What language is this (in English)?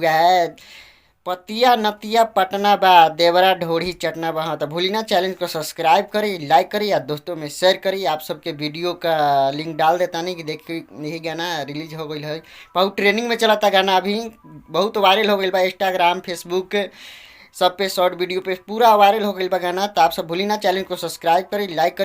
Bhojpuri